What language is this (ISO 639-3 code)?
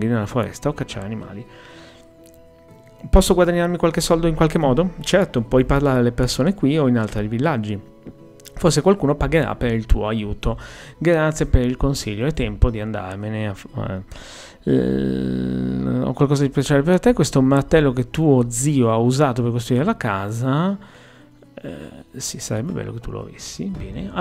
ita